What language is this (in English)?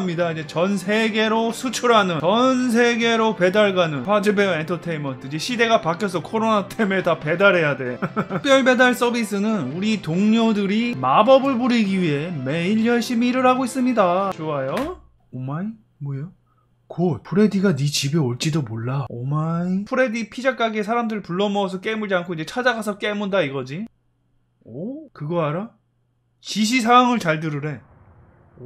Korean